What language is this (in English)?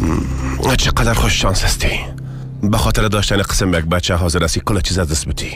Persian